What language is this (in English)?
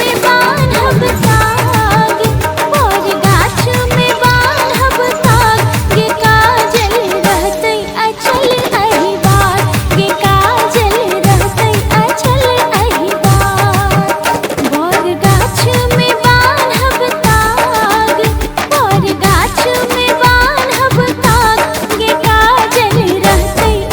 Maithili